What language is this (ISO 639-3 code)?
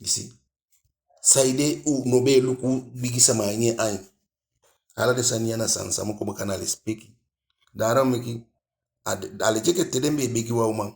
djk